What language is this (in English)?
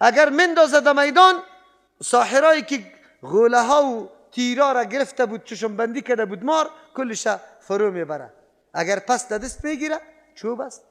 Persian